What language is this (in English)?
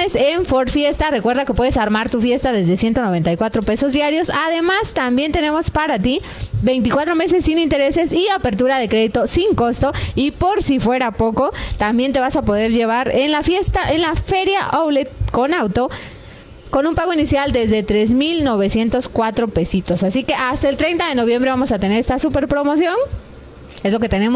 Spanish